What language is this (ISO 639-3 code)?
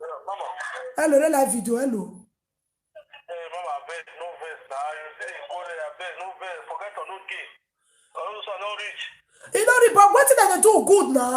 pcm